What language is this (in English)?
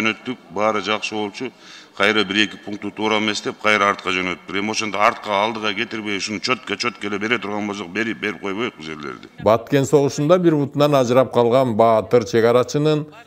Kyrgyz